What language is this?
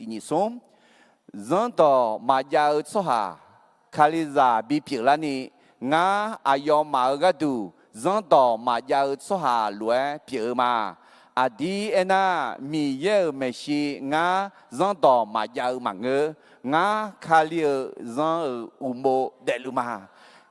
Akha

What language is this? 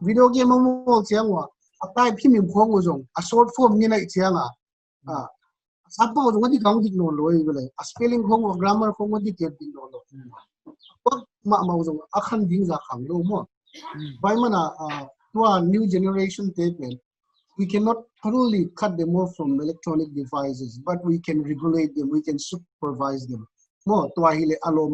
Paite Chin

